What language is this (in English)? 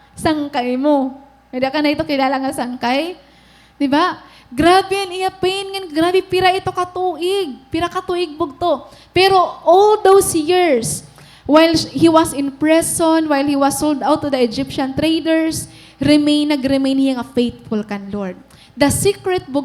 Waray